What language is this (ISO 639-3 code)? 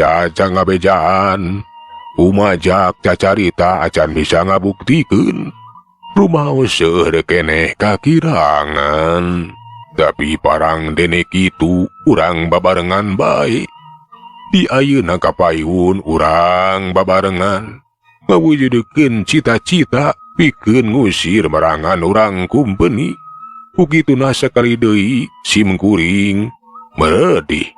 sun